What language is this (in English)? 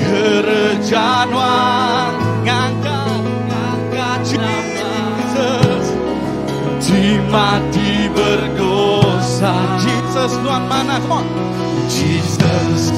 Iban